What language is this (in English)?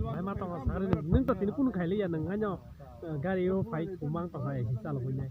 Kok Borok